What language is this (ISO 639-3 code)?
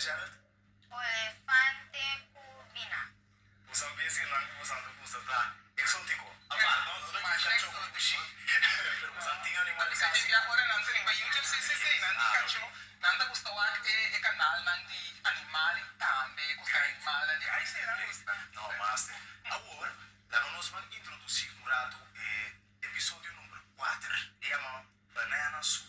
pap